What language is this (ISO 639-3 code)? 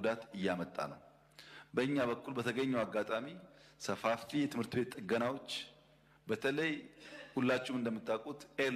amh